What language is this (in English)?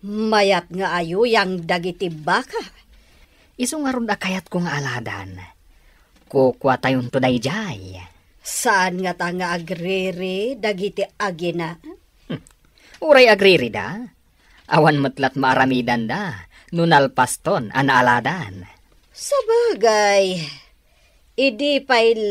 Iloko